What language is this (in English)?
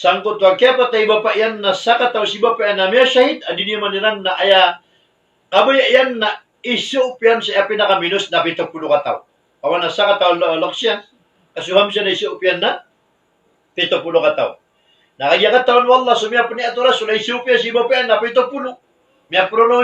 Maranao